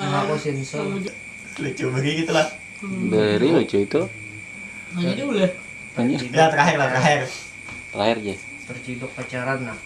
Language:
Banjar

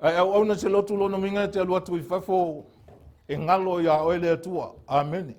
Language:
Samoan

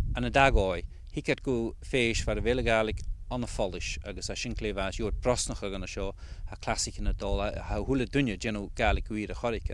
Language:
Scottish Gaelic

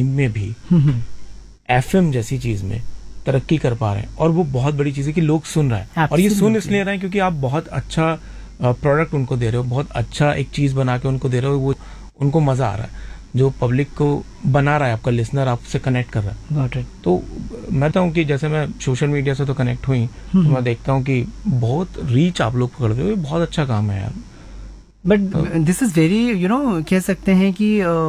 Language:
Hindi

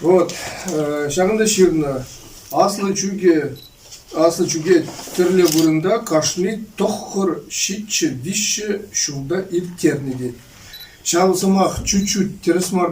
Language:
Chuvash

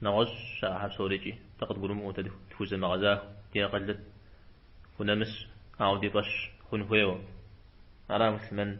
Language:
Kabardian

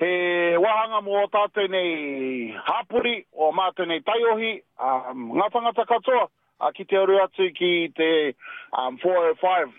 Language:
Māori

